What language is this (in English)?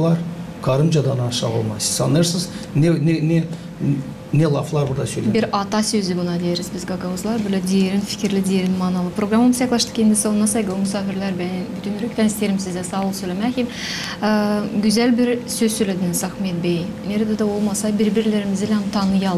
Gagauz